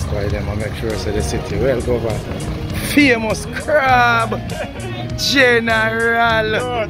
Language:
Jamaican Creole English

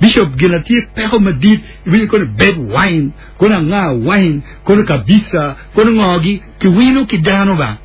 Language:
Acoli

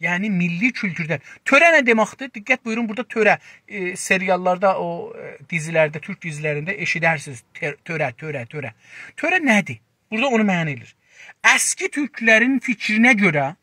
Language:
South Azerbaijani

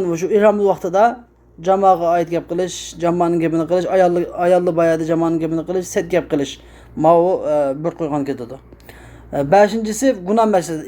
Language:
Uyghur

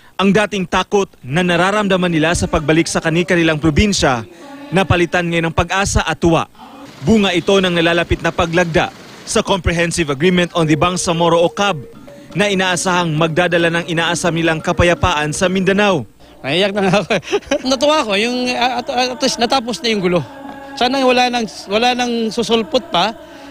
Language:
Filipino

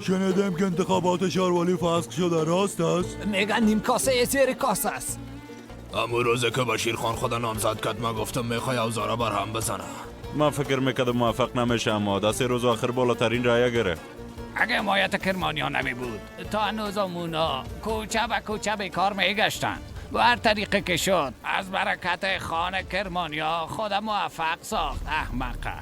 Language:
Persian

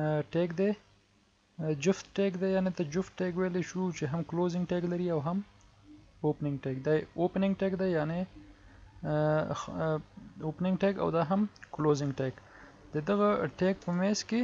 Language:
Pashto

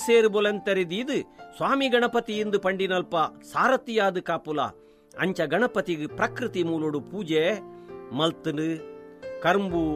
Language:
Tulu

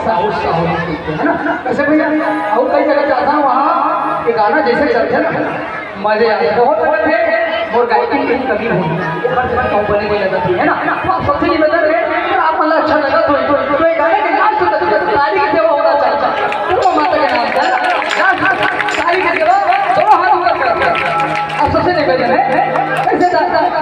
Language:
Chhattisgarhi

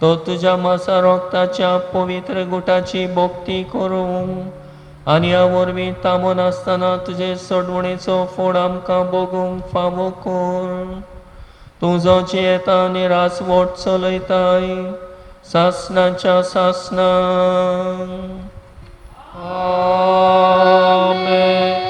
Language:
Konkani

